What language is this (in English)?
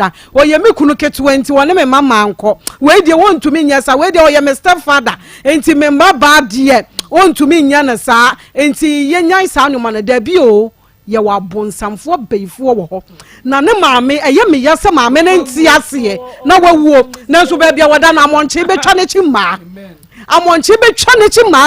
Akan